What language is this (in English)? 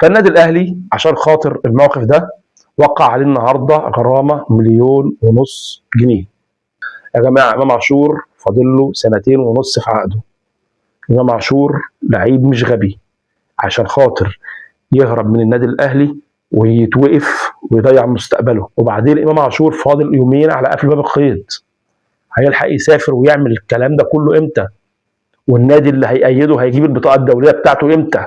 Egyptian Arabic